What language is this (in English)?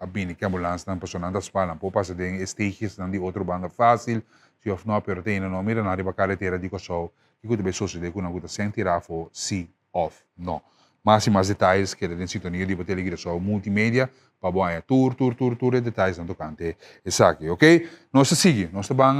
Papiamento